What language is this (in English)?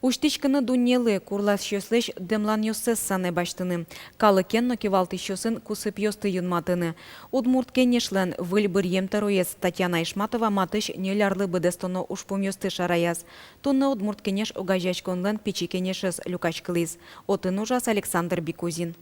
Udmurt